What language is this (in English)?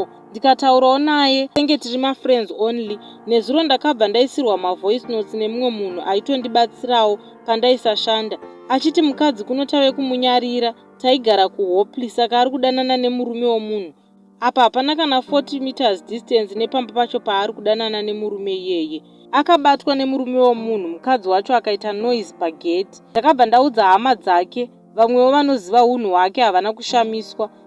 Shona